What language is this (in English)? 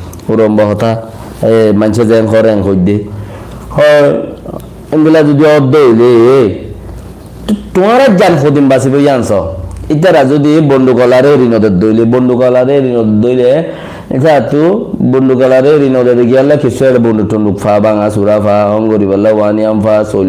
Rohingya